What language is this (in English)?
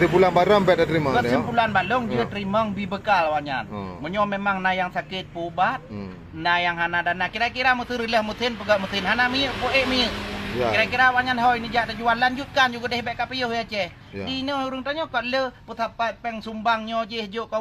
Achinese